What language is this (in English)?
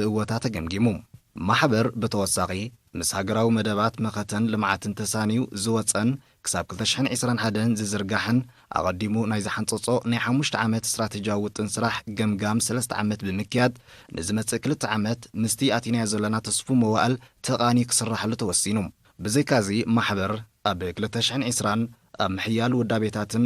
Tigrinya